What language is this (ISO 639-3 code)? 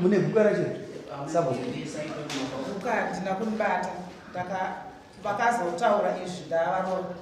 sna